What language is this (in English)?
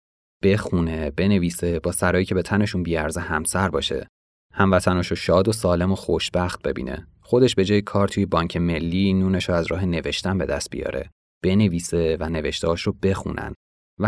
Persian